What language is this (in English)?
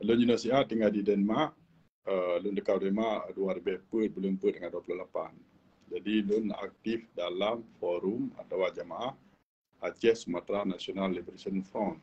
Achinese